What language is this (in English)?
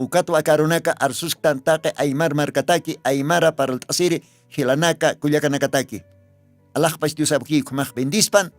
Aymara